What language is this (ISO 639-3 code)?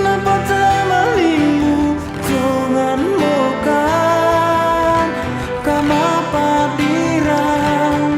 sda